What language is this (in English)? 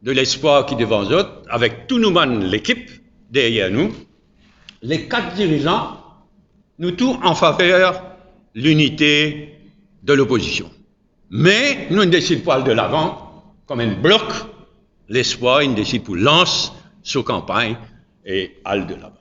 Morisyen